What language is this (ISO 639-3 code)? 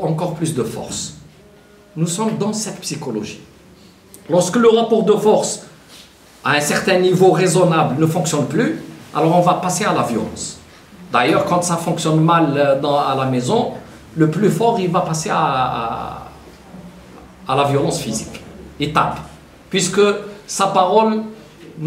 fra